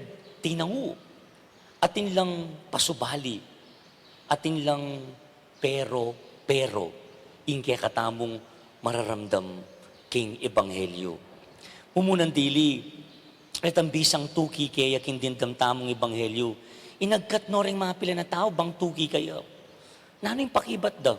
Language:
Pampanga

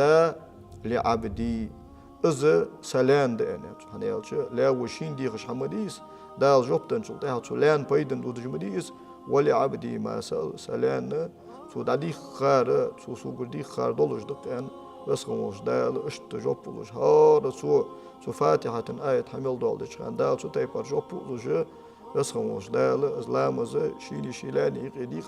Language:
Ingush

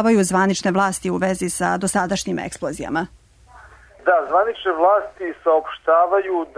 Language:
Serbian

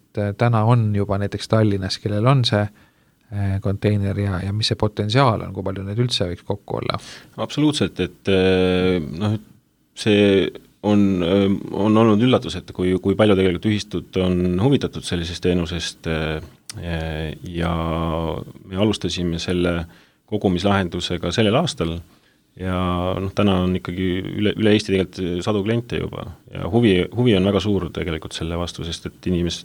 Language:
Estonian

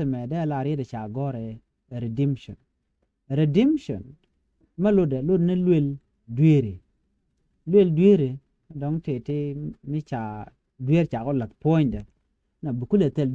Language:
Nuer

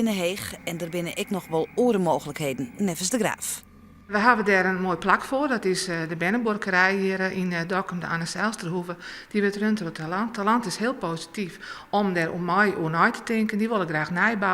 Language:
Western Frisian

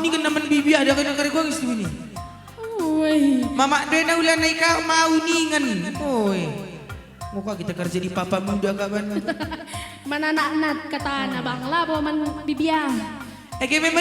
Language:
Batak Karo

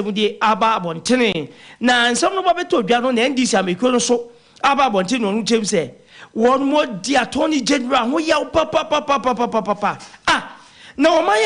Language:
Akan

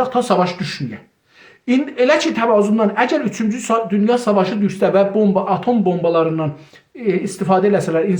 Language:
South Azerbaijani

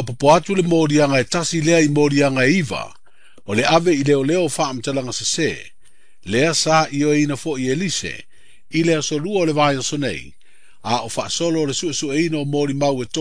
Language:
Samoan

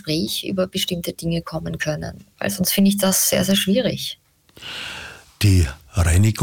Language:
German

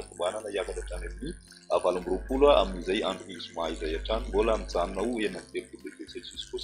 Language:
Malagasy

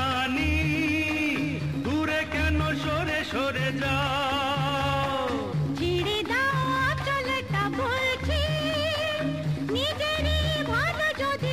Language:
Bangla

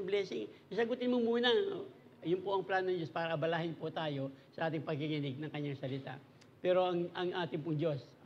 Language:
Filipino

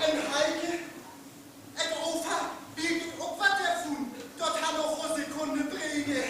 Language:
Northern Frisian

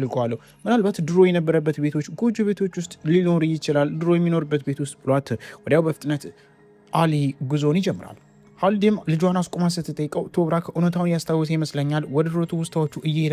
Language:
Amharic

